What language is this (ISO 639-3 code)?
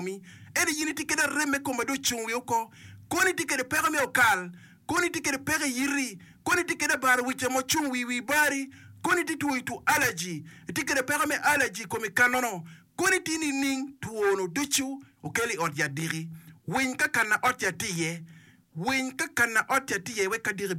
ach